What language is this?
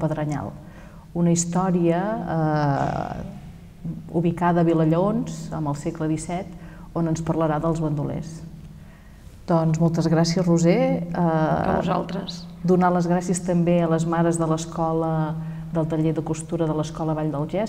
Catalan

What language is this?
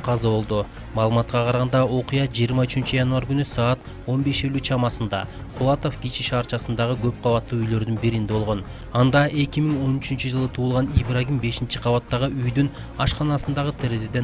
Kyrgyz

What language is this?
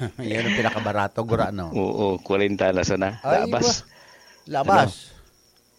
Bikol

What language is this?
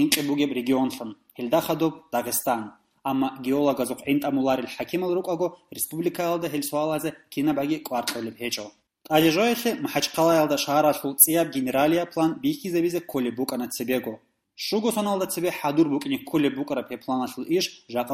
Avaric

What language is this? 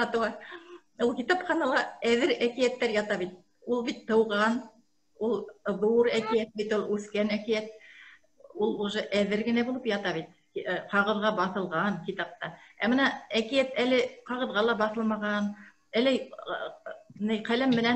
Bashkir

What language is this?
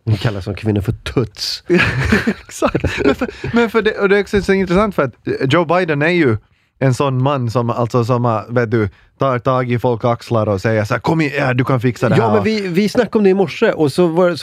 Swedish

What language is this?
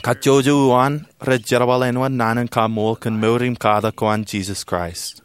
Marshallese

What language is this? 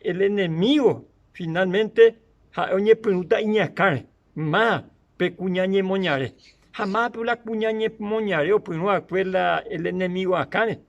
Guarani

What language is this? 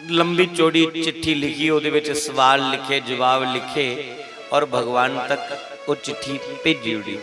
Dogri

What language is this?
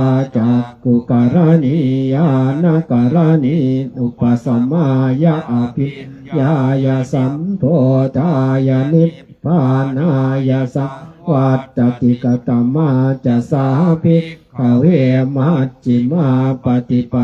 Pali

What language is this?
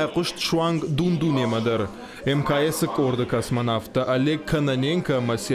Ossetic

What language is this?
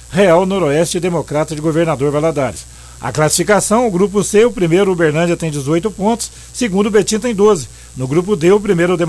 Portuguese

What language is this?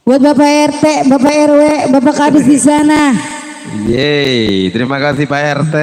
Betawi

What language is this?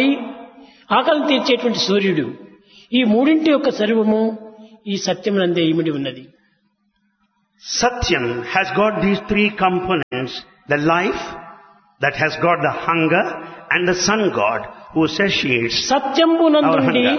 Telugu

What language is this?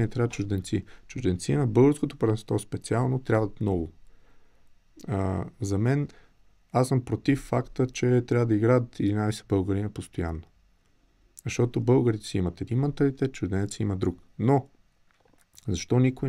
Bulgarian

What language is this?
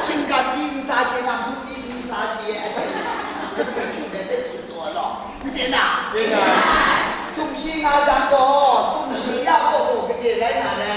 Kachin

